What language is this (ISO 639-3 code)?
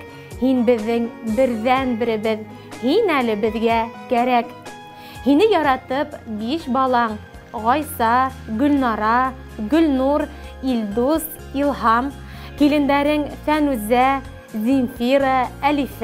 bak